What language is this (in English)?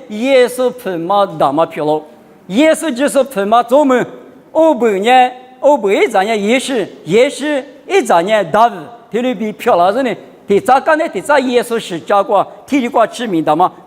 Lisu